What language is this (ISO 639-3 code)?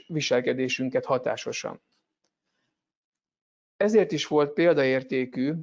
hun